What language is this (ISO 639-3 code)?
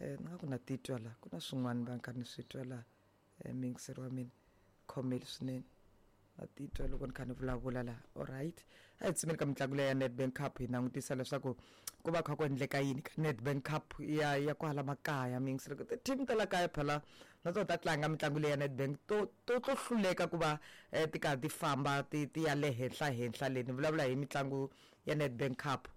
tso